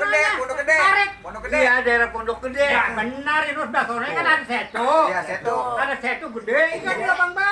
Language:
Betawi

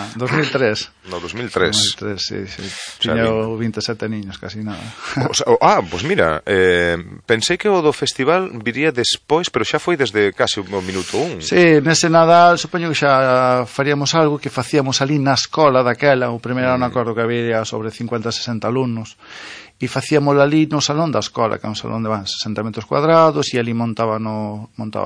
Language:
Galician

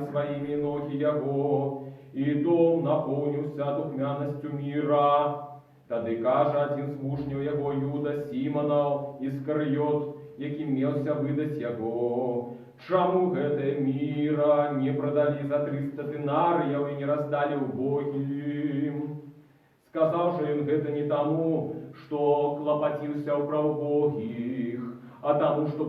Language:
Belarusian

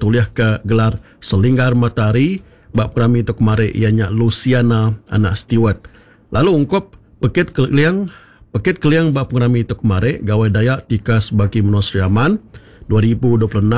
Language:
Iban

